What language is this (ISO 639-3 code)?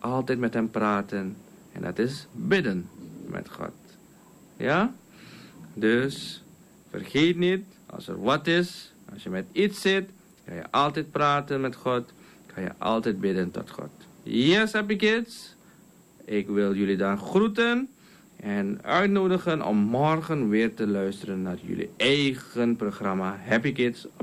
nld